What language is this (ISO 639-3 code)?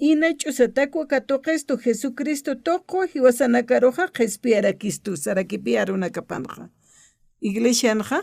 aym